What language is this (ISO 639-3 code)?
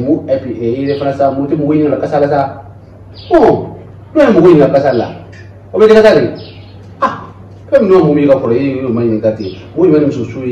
bam